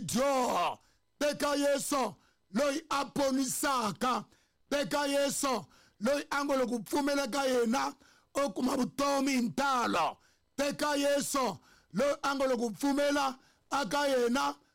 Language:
Tsonga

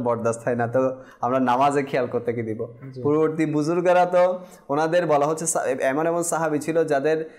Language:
Bangla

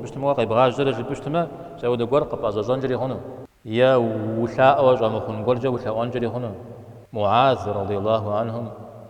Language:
Kabardian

